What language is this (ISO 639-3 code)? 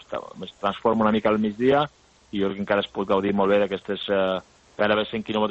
cat